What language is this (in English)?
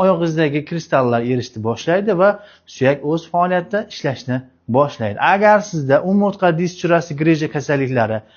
Uzbek